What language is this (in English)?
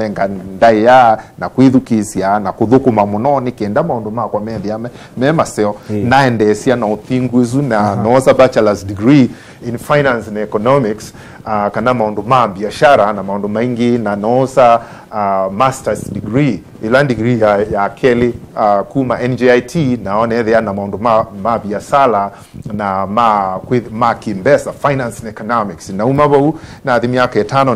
Kamba